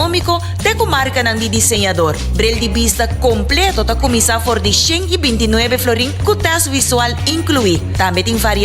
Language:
Papiamento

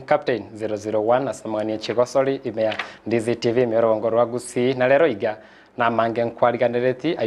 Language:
Gusii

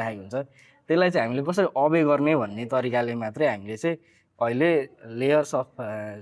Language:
Nepali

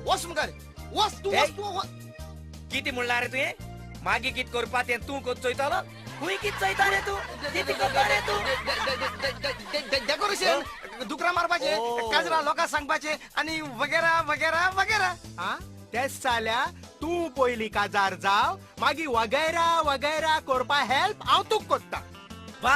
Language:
Konkani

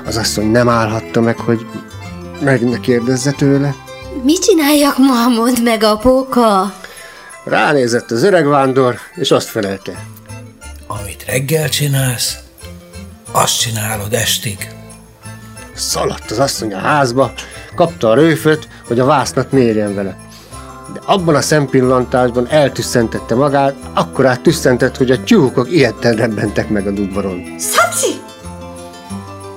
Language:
Hungarian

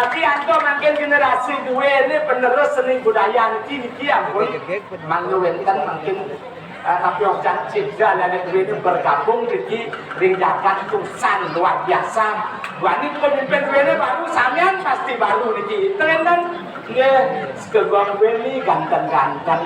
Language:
Balinese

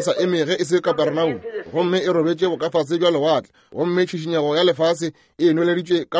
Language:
Northern Sotho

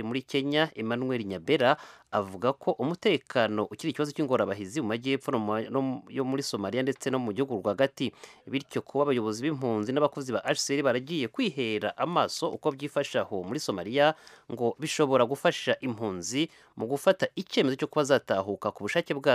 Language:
Kinyarwanda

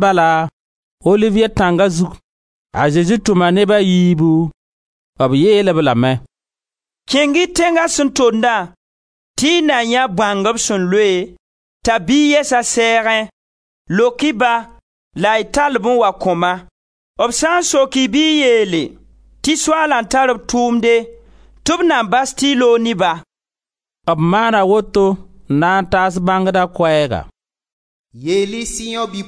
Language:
Mossi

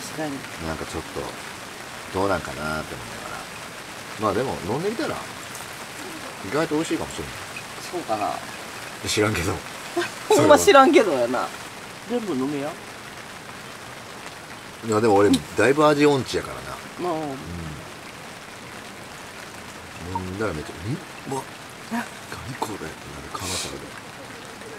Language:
Japanese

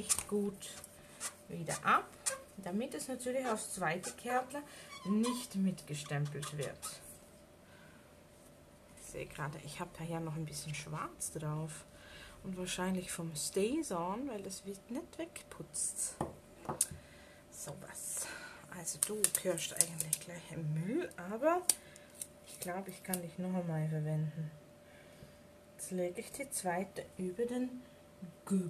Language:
German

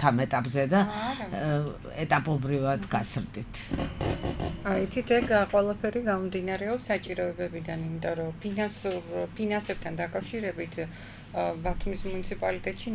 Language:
Georgian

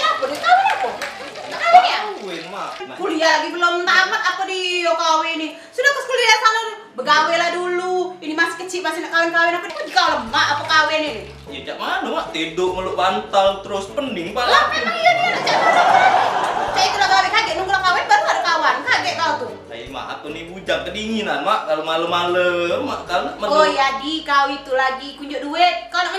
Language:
Musi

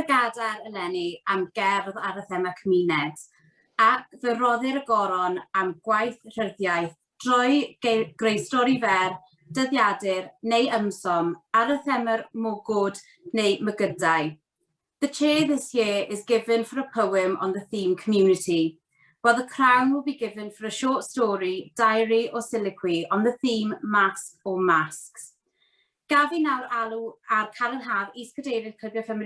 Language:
Welsh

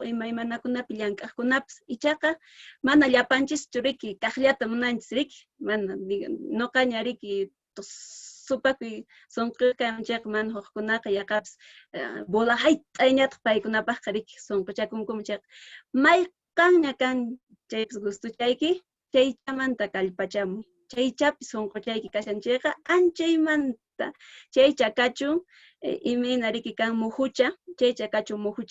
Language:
Quechua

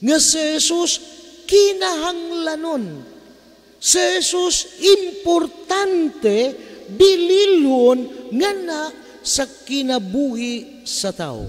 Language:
Cebuano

